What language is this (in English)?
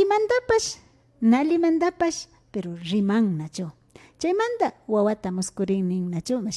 Imbabura Highland Quichua